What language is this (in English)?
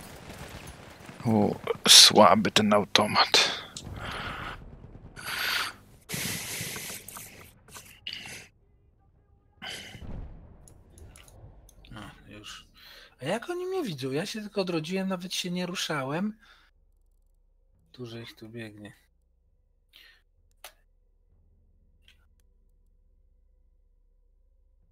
Polish